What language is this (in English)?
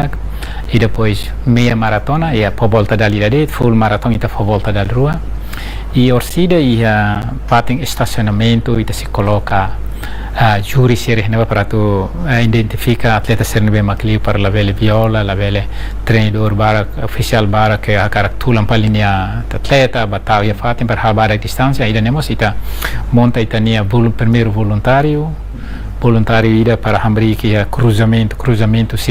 Tetum